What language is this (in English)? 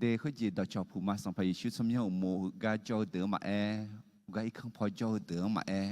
Akha